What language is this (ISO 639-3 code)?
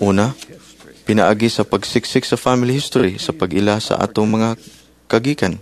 ceb